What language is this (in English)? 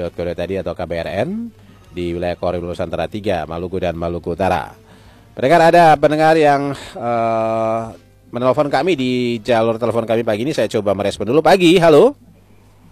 Indonesian